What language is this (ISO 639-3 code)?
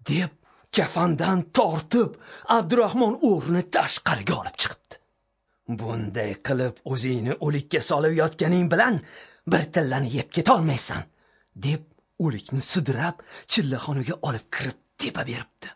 uzb